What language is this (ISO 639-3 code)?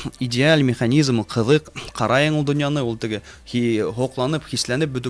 bak